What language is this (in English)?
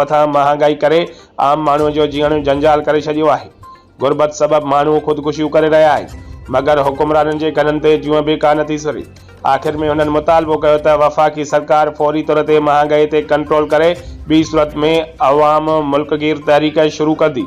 Sindhi